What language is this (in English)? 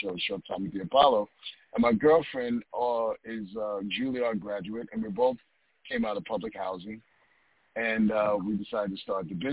English